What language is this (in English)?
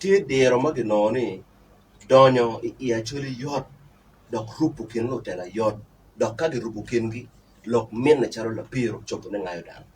Acoli